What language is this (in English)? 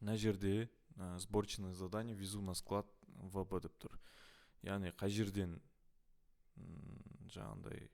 Kazakh